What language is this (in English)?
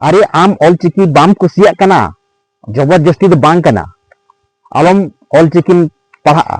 Santali